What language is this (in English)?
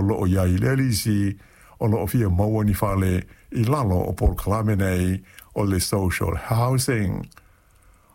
Samoan